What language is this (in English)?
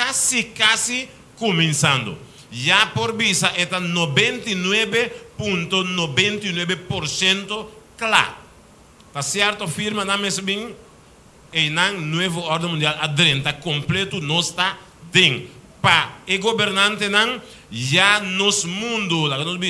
Papiamento